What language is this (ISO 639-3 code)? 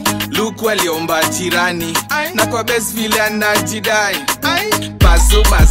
swa